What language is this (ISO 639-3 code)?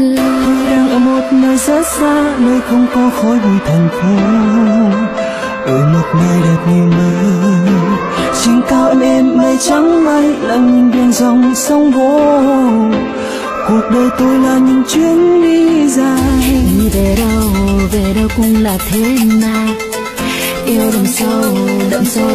vie